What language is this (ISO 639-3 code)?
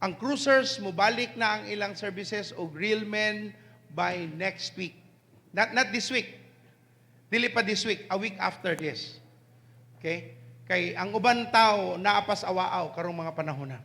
ceb